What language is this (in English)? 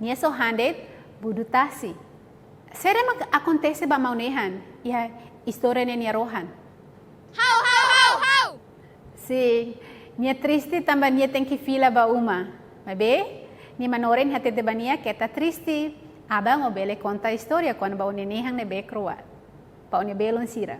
Tetum